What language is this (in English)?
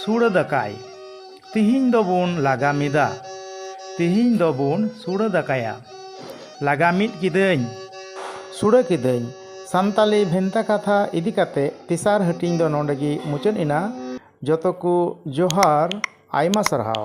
Santali